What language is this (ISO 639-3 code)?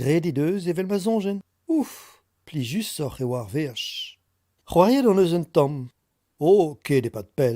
bre